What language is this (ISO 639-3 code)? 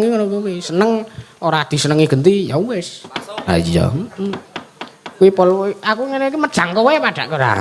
jav